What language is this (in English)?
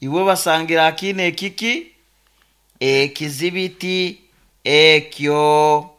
Nyoro